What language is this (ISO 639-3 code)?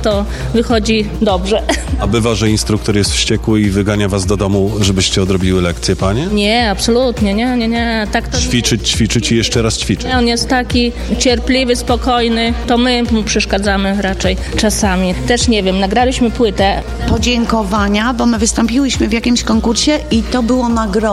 pol